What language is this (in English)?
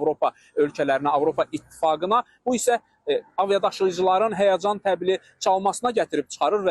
Azerbaijani